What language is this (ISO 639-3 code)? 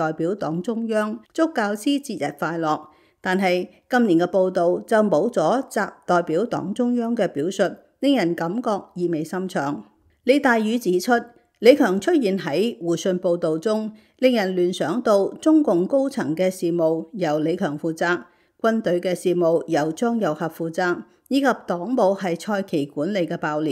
yue